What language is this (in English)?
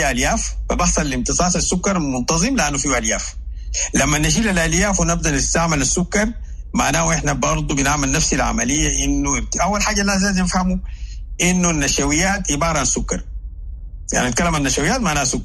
Sudanese Arabic